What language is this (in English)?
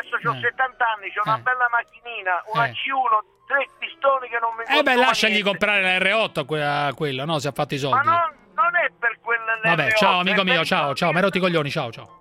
Italian